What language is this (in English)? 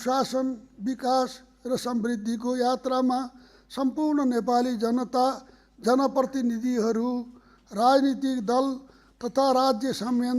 Nepali